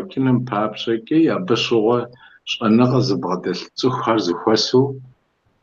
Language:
Kabardian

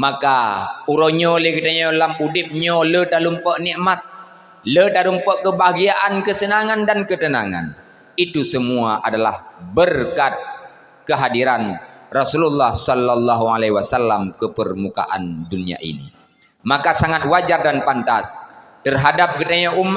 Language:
Achinese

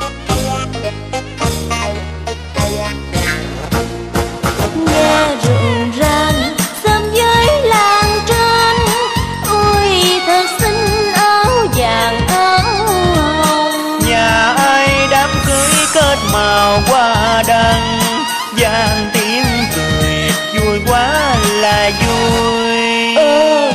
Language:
Vietnamese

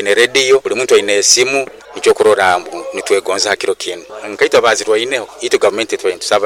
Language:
Nyoro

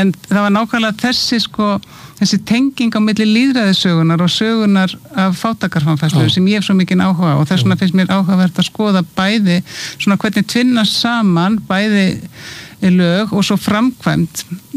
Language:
Icelandic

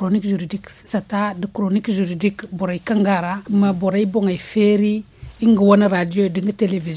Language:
Zarma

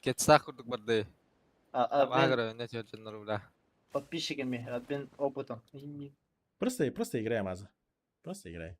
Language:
Yakut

